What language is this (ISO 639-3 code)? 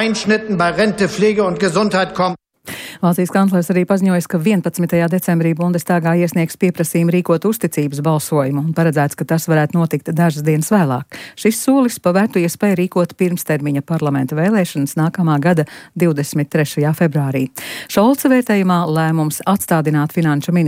lav